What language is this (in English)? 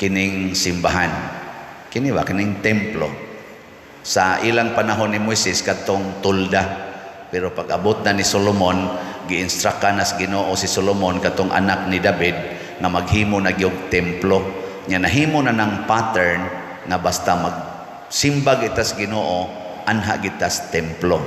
Cebuano